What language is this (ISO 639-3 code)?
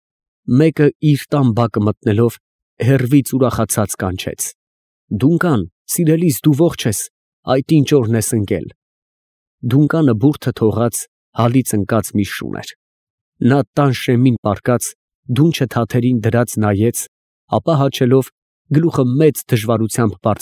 hye